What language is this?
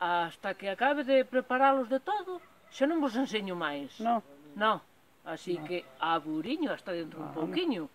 Galician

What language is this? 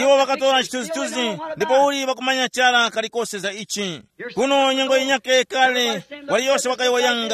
Tumbuka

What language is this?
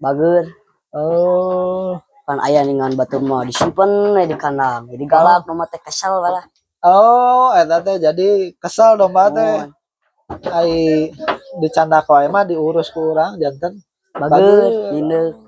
Sundanese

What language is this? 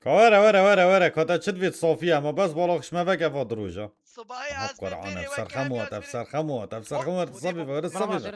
Kurdish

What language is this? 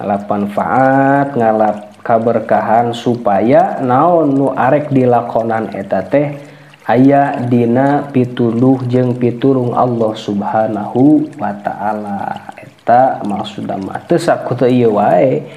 Sundanese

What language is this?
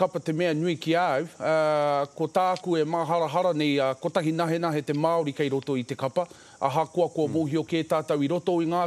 Māori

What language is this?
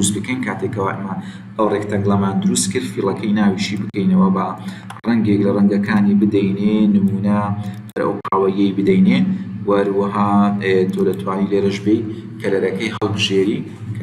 Central Kurdish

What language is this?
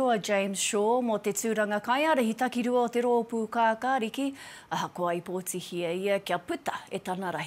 Māori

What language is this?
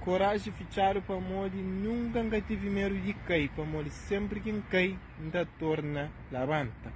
Kabuverdianu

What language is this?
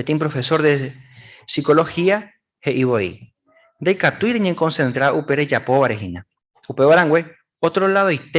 Guarani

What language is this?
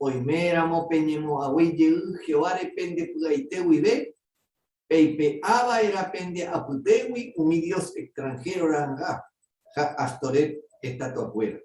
Guarani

